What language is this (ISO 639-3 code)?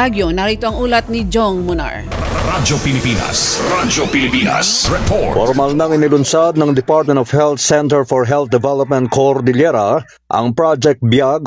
fil